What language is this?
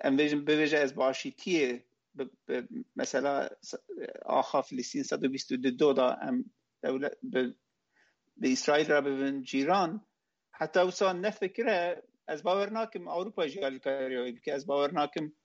Kurdish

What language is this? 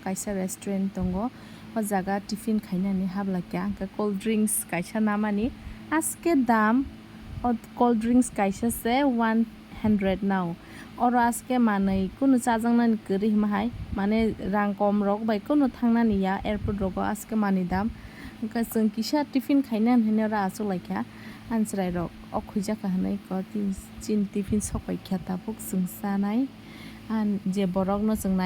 Kok Borok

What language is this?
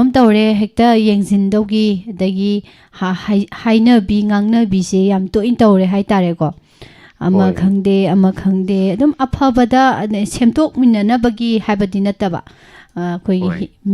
Manipuri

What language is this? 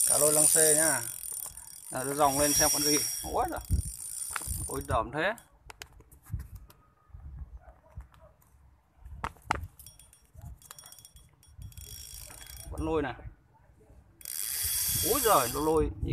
Vietnamese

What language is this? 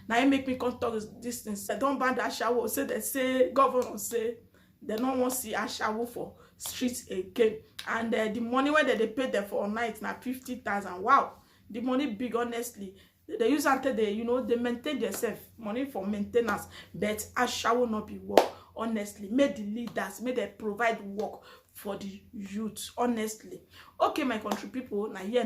Nigerian Pidgin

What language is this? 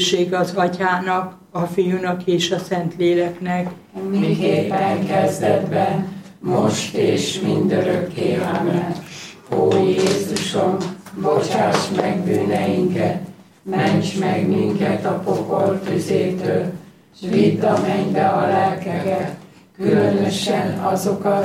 Hungarian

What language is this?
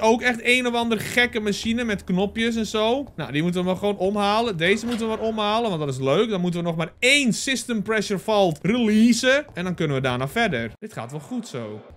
Dutch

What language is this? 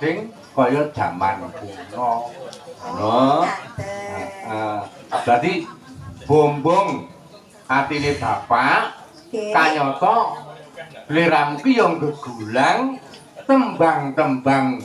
Javanese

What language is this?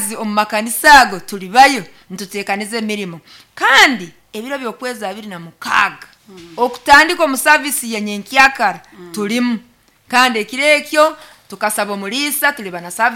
Nyoro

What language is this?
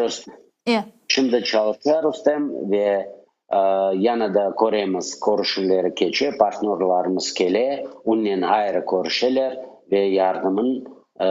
Crimean Tatar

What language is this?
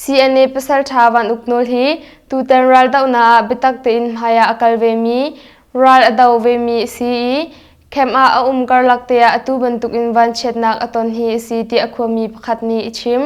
Hakha Chin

